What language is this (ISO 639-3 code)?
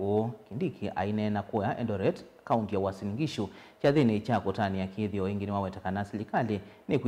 kam